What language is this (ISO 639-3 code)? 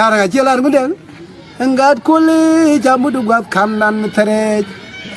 nus